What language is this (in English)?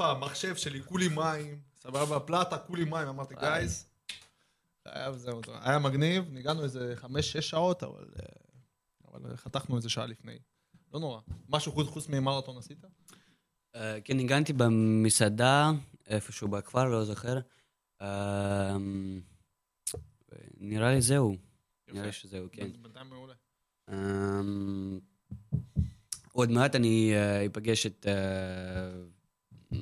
Hebrew